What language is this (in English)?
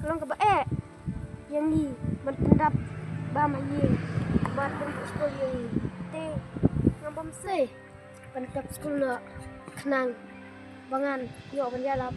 Khasi